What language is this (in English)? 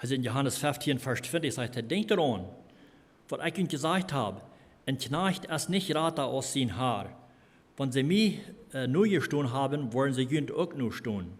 Plautdietsch